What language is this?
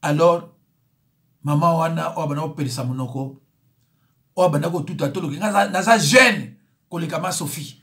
Lingala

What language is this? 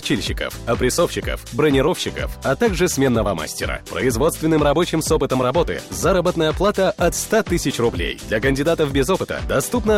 Russian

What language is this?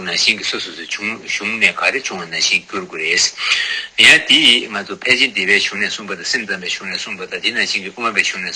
Tibetan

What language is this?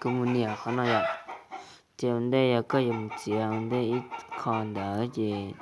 Hmong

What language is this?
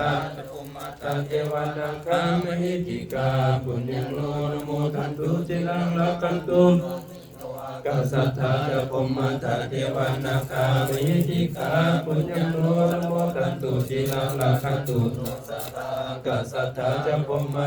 Pali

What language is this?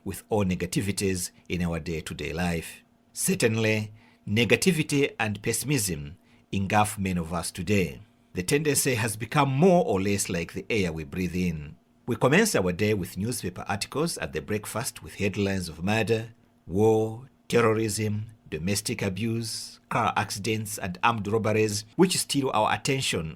English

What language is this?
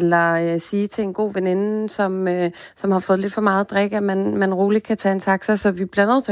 Danish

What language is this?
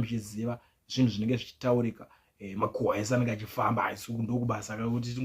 Shona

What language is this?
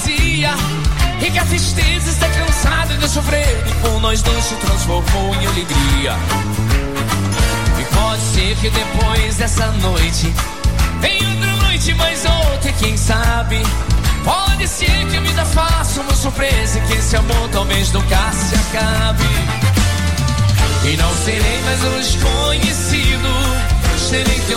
Portuguese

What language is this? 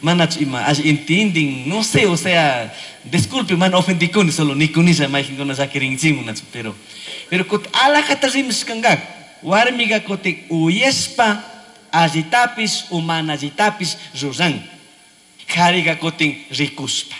Chimborazo Highland Quichua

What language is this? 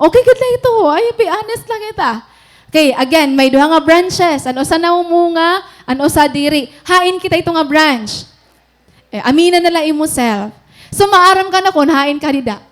Waray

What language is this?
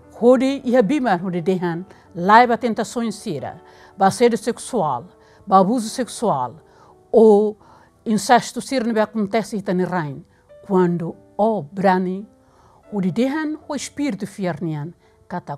Tetum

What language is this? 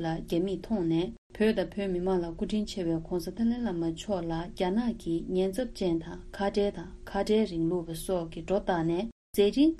Tibetan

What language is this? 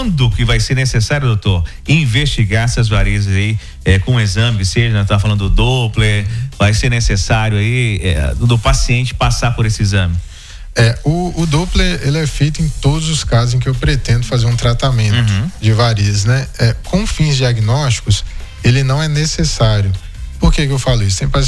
Portuguese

